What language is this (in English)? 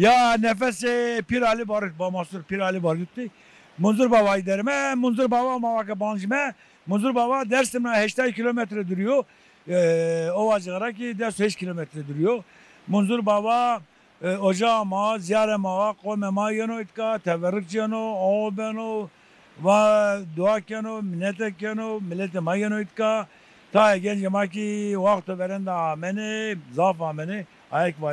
Zaza